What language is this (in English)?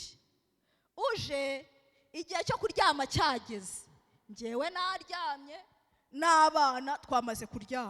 Kinyarwanda